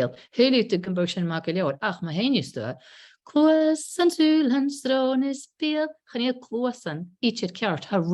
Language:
Scottish Gaelic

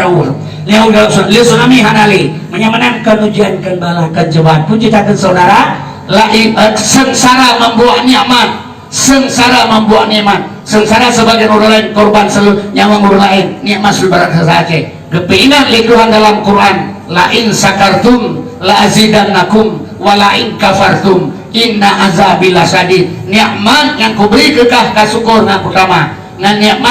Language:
Achinese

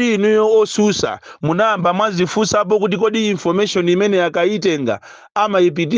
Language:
Nyanja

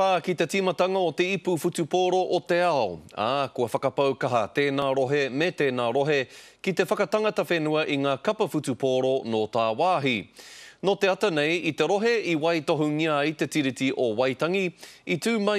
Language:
Māori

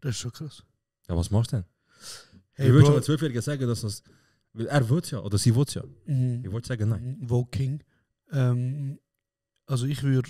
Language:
Swiss German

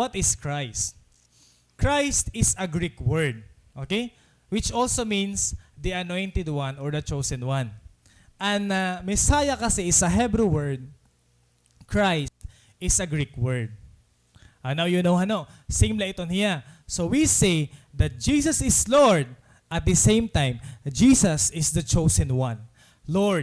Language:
Waray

